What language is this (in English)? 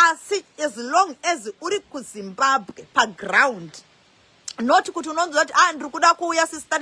Shona